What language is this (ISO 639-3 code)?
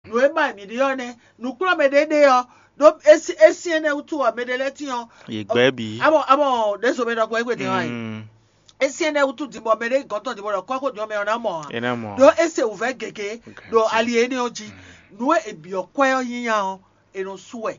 fon